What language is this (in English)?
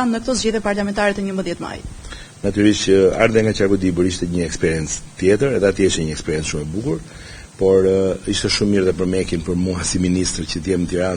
Albanian